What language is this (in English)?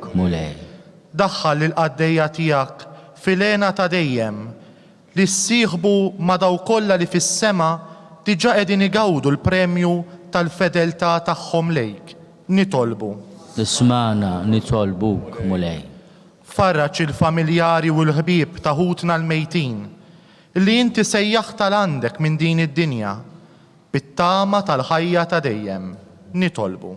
Maltese